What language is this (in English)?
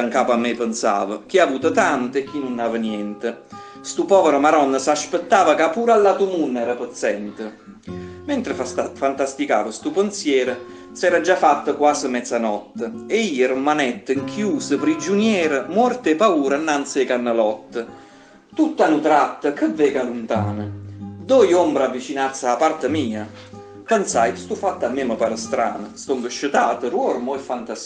Neapolitan